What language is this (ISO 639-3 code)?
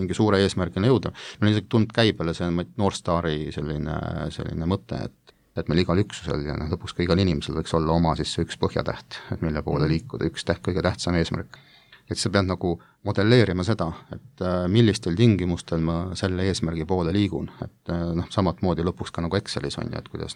est